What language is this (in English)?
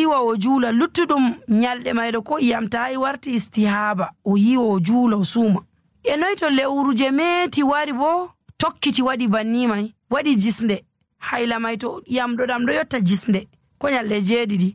Nigerian Fulfulde